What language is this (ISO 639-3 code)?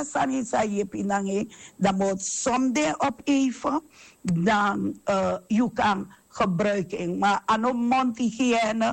srn